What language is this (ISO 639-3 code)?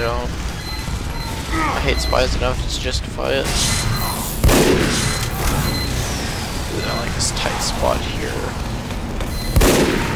eng